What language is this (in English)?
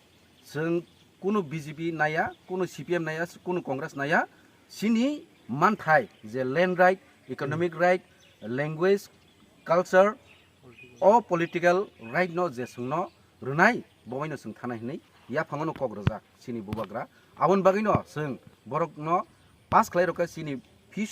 Kok Borok